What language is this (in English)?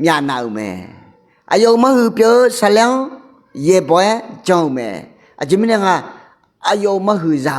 Akha